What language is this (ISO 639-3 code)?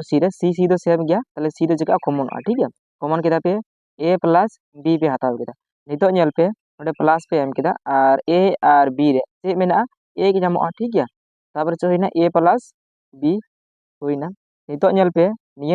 sat